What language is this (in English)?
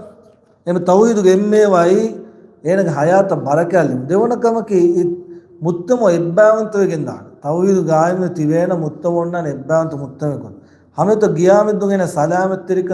Divehi